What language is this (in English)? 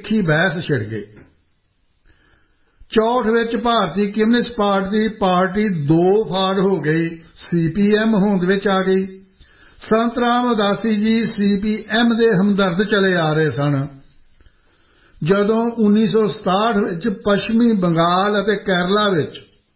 Punjabi